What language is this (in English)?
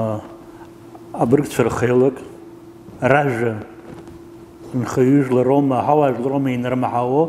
Abkhazian